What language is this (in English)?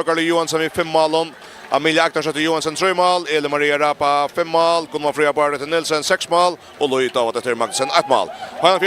Faroese